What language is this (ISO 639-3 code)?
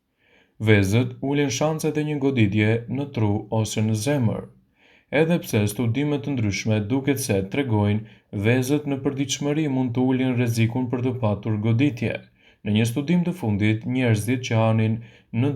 sqi